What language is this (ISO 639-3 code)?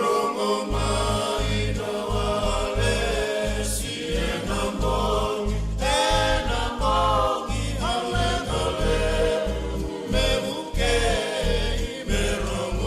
fij